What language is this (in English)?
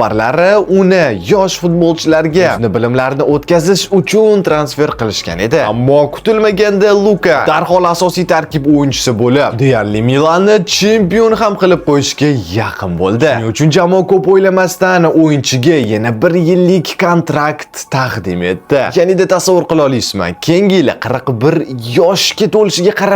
Uzbek